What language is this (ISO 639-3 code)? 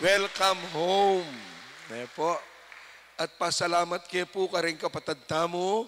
pam